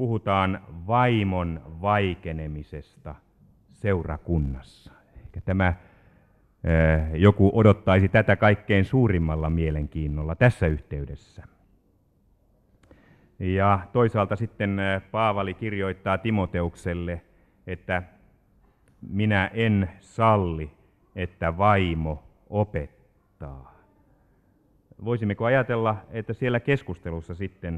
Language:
Finnish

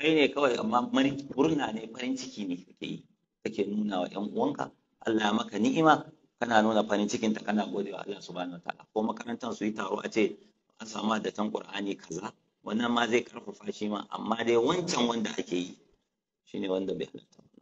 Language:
Hausa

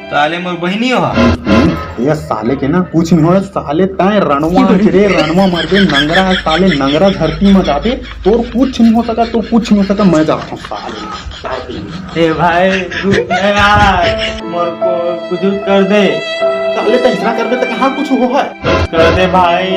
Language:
Chhattisgarhi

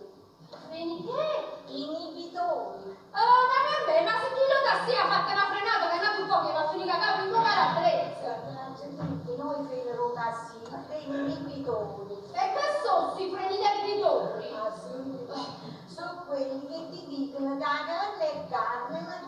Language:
Neapolitan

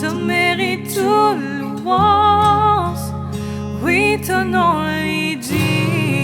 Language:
Morisyen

